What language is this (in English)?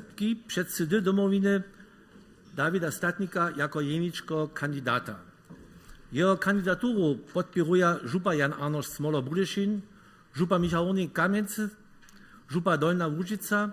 Upper Sorbian